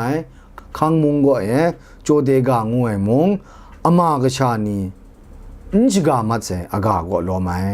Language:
Kachin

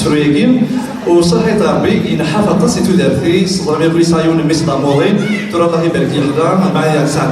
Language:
Kabyle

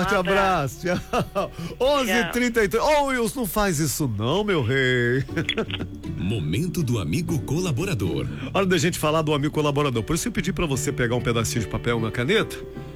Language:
Portuguese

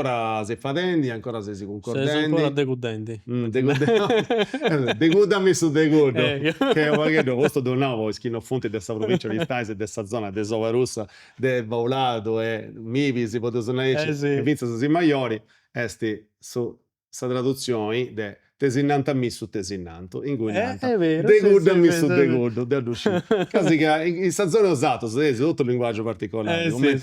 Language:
Sardinian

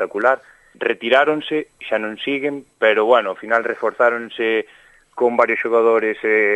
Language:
Galician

